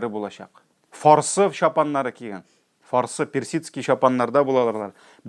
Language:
Tatar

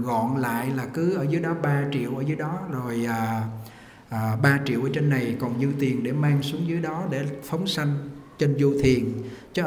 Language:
Vietnamese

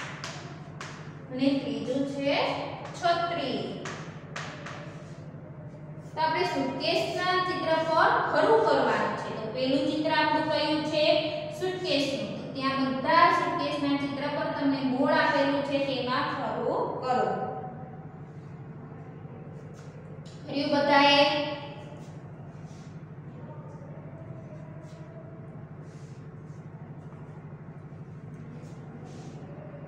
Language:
Gujarati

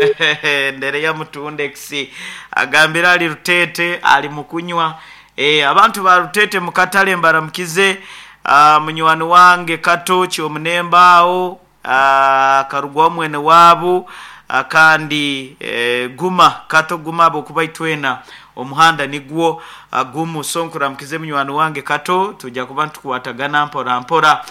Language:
Nyoro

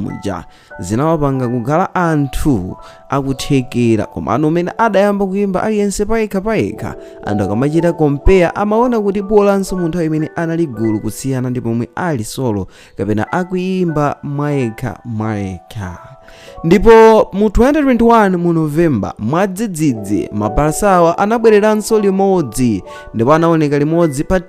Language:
Nyanja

